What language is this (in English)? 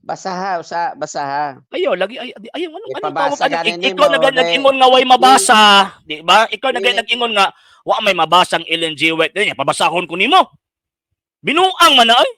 Cebuano